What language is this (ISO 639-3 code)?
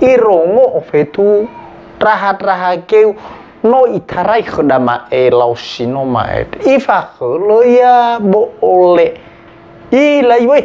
nia